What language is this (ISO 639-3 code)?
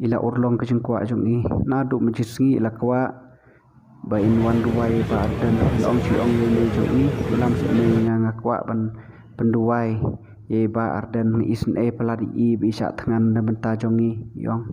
kha